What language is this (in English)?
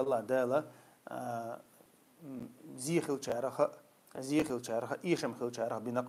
Chechen